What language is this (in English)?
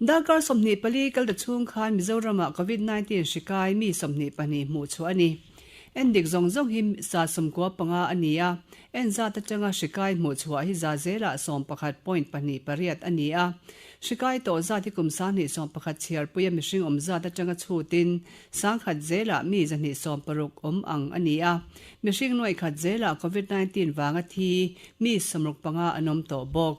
Mizo